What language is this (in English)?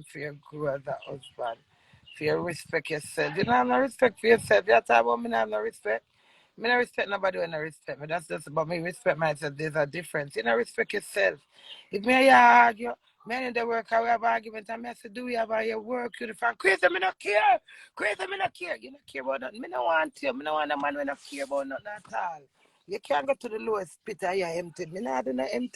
Jamaican Creole English